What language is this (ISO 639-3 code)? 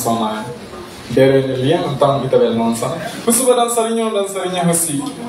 tet